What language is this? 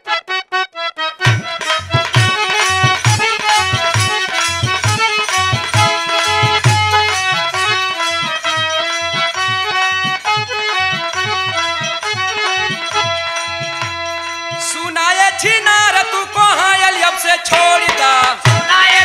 Bhojpuri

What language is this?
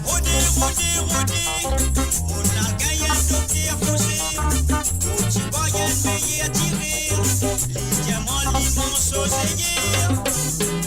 Morisyen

